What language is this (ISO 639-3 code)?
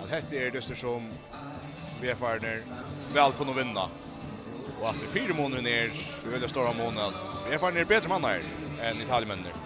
fao